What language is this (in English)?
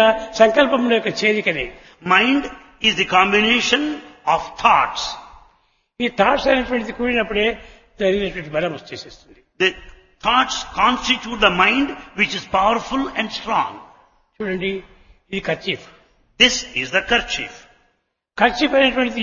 Telugu